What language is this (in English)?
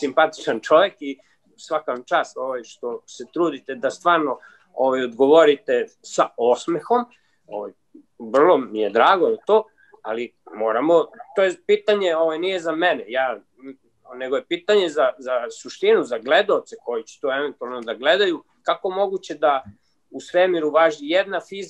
Serbian